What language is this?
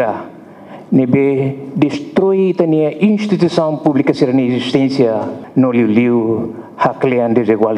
Tetum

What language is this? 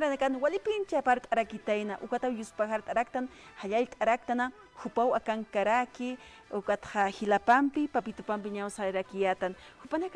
Aymara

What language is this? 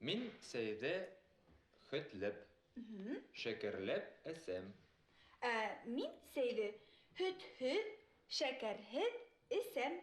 Bashkir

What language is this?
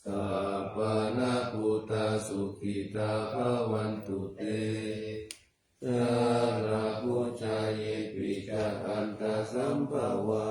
Pali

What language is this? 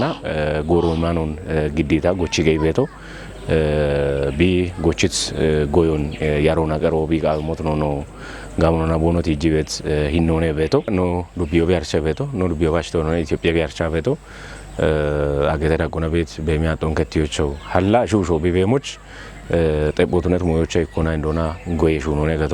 Kafa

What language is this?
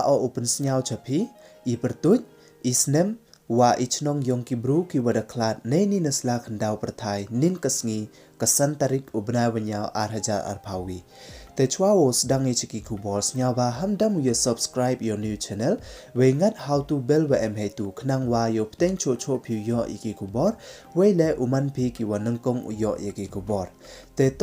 Pnar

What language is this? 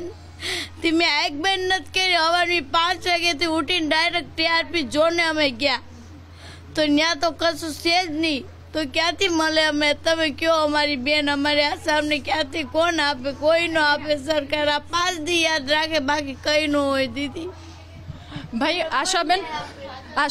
Gujarati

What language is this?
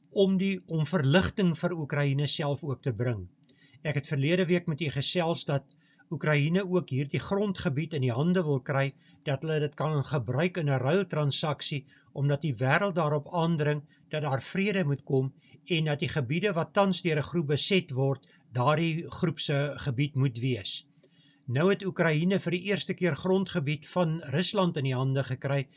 Afrikaans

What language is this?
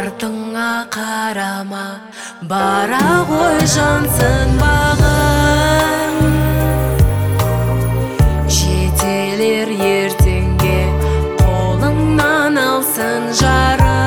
Kazakh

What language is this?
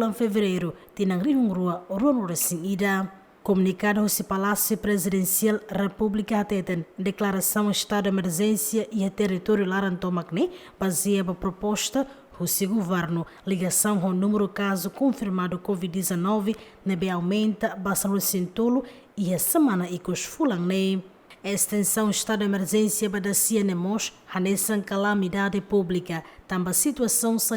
Tetum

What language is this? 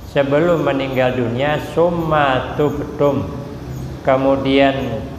Banjar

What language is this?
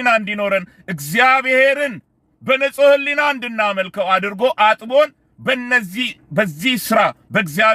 Amharic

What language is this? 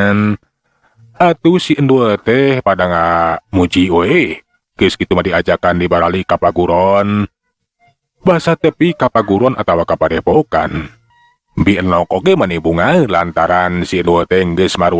Sundanese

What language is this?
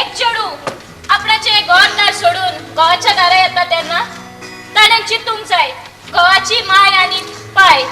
Konkani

